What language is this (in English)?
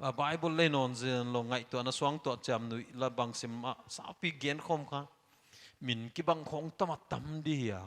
Paite Chin